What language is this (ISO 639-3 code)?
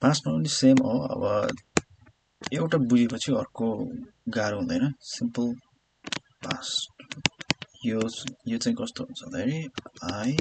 nep